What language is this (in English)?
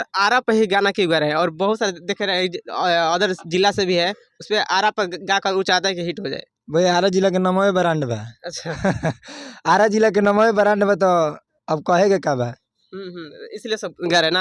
Bhojpuri